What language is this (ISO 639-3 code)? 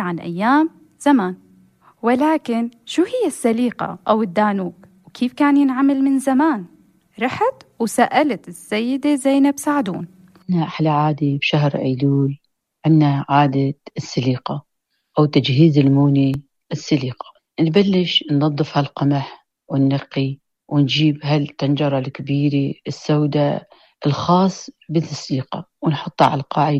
apc